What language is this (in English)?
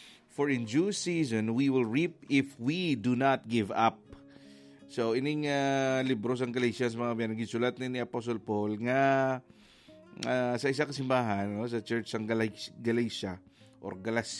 Hiligaynon